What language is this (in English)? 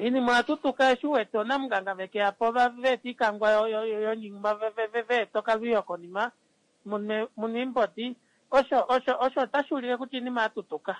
Kuanyama